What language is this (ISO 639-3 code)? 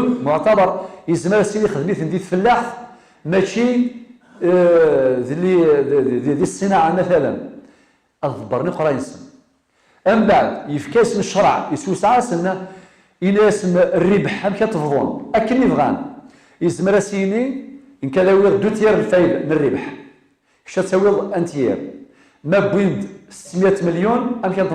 kab